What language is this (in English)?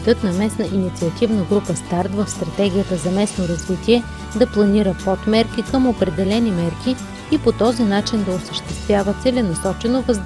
Bulgarian